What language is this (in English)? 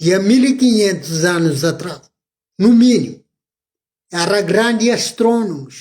Kabuverdianu